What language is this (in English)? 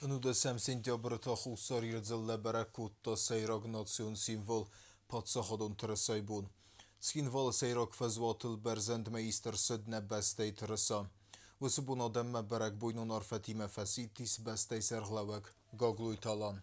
Ossetic